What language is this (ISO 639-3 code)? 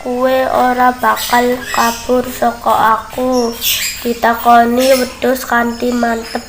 jav